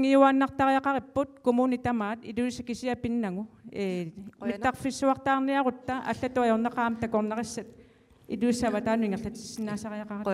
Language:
Kalaallisut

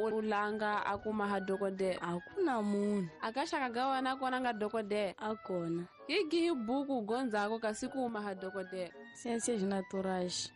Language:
Tsonga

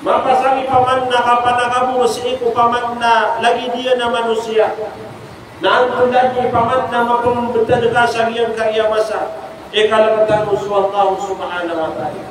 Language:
Maranao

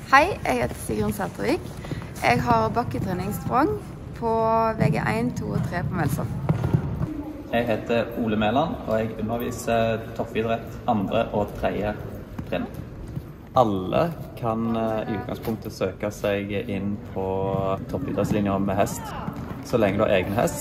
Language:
Norwegian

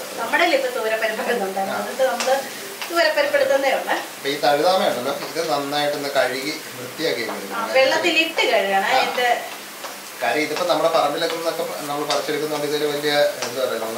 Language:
Malayalam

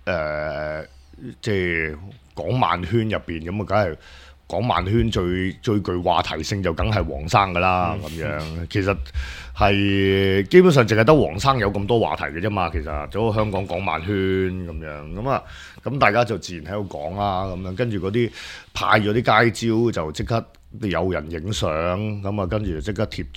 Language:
Cantonese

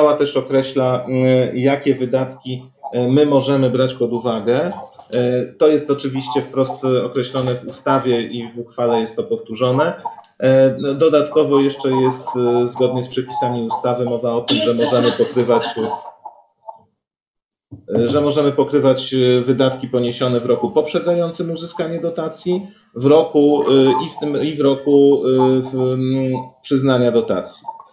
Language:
Polish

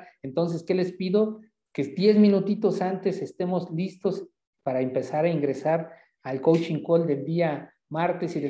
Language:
Spanish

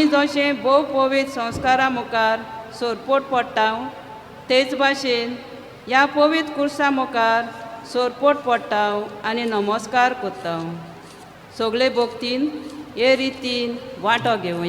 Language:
Konkani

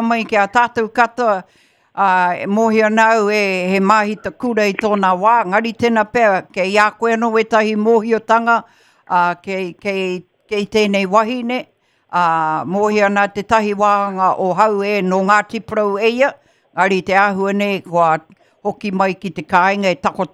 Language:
Māori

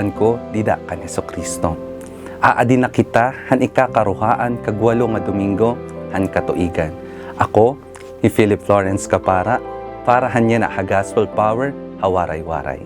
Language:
Waray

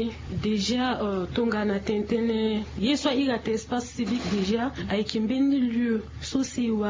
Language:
Sango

